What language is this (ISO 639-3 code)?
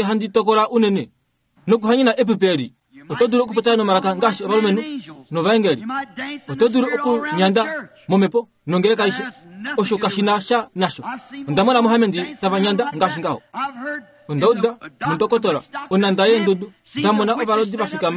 kua